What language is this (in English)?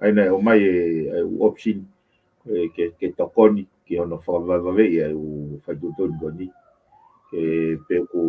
Tongan